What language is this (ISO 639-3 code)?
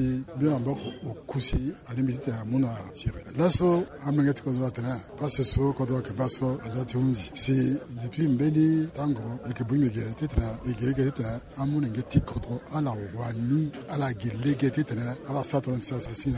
sag